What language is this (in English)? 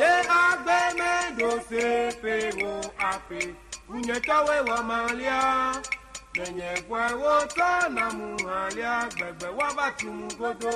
Ewe